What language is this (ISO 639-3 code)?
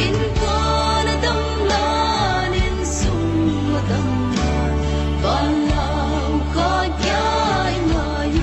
pck